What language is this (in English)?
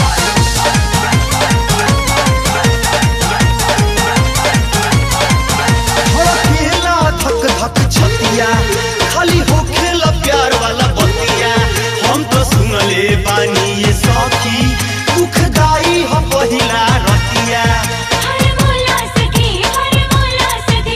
Bhojpuri